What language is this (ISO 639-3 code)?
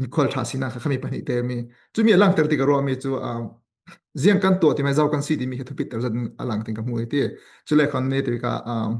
cfm